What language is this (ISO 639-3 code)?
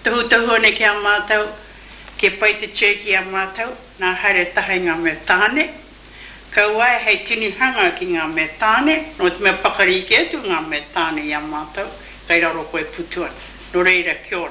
mri